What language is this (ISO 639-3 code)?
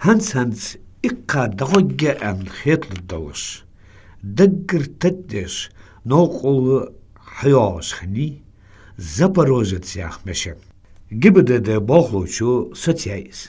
inh